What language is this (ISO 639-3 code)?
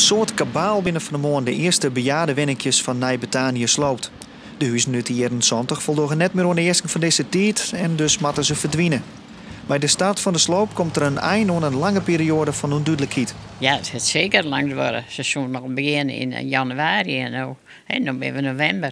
fry